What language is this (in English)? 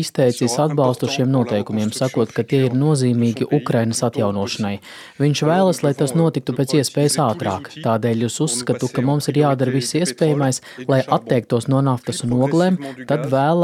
Latvian